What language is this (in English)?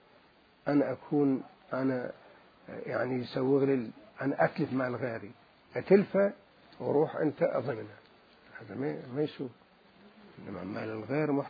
Mesopotamian Arabic